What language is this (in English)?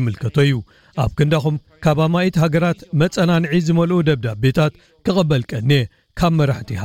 Tigrinya